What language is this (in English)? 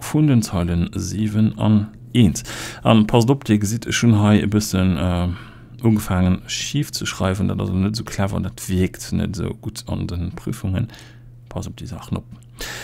Luxembourgish